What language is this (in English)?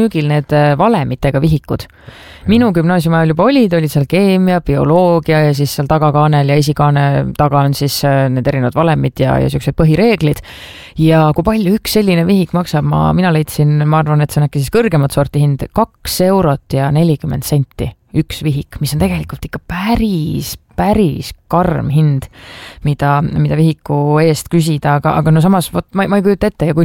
Estonian